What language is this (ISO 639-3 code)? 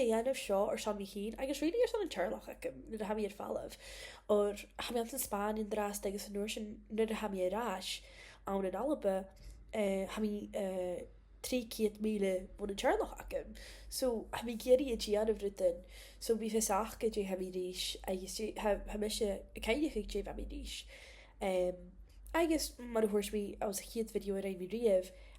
gla